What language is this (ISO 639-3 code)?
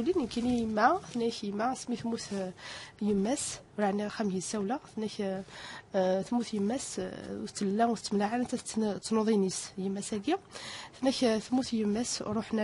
kab